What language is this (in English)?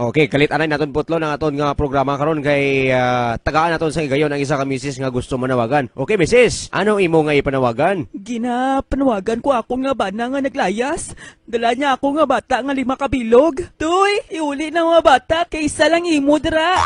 Hiligaynon